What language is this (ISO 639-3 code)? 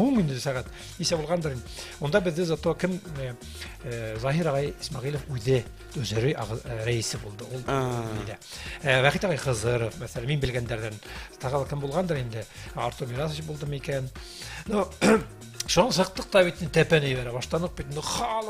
bak